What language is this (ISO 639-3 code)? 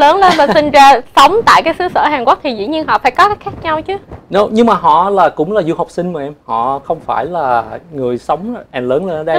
vie